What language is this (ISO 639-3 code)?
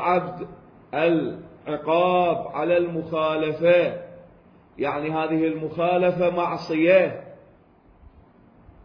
ara